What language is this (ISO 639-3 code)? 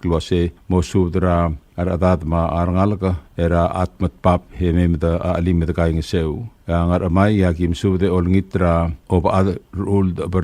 pau